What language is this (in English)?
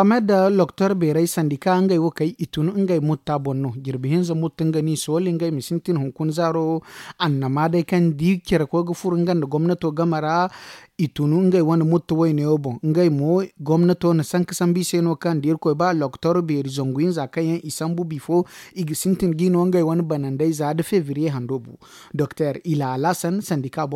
Zarma